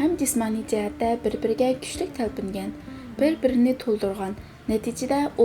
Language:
Uyghur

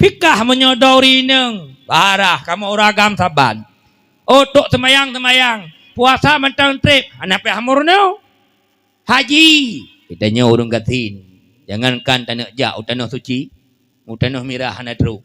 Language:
Achinese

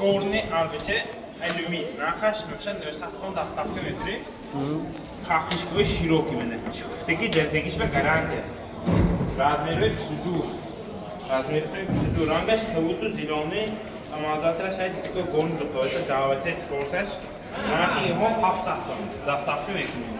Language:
Tajik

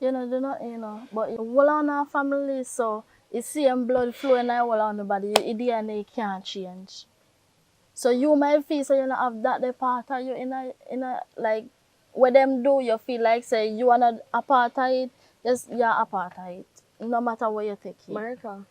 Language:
Jamaican Creole English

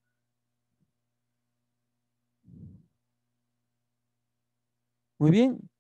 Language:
Spanish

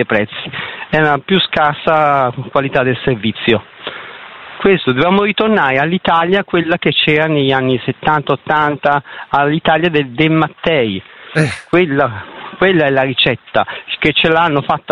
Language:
Italian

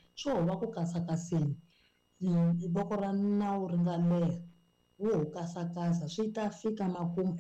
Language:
Tsonga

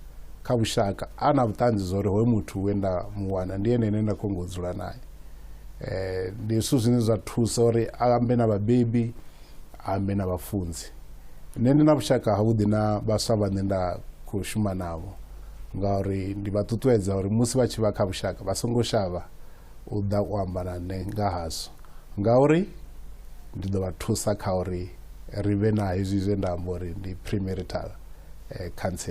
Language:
Venda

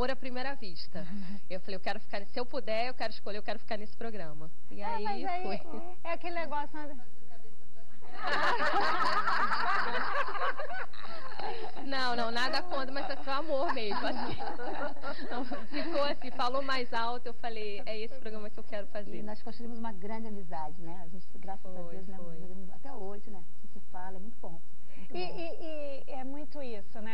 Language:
Portuguese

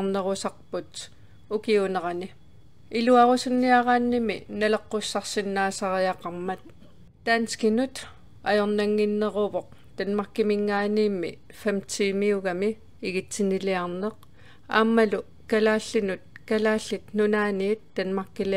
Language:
Kalaallisut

